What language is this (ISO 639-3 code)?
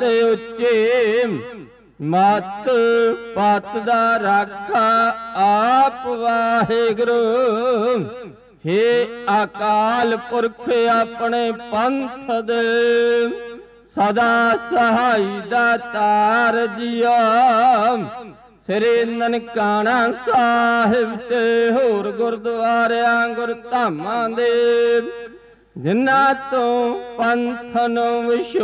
pan